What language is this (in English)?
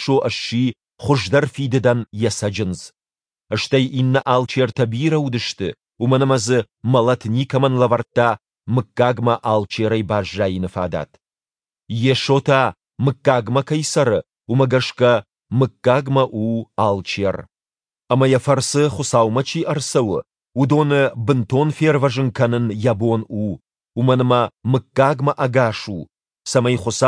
Ossetic